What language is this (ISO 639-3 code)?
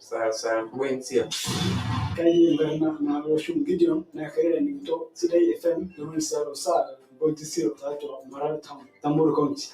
mas